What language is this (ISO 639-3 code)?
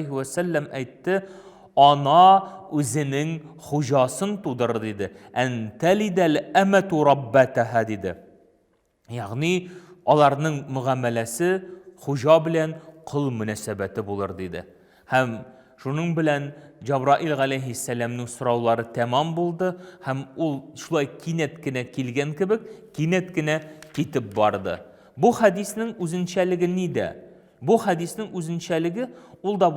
tat